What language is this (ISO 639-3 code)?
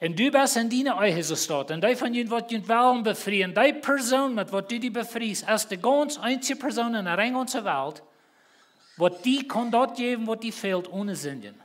pdt